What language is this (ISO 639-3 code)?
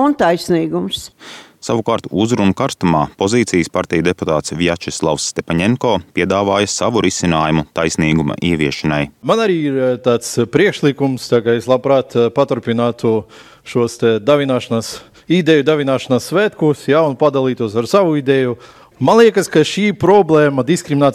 lav